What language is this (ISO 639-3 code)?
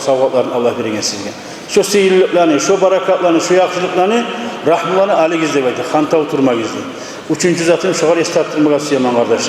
kum